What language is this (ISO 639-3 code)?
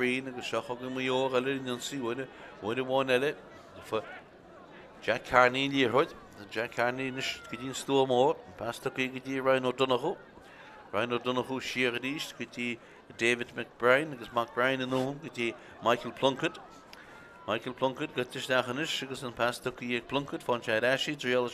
gle